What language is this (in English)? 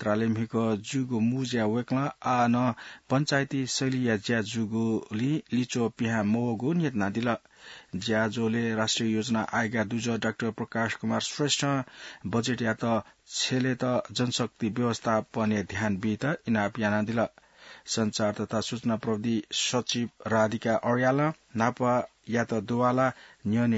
Newari